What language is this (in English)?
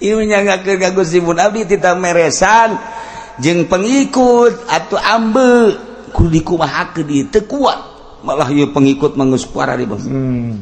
Sundanese